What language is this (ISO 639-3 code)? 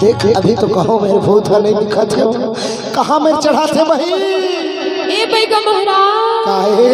hne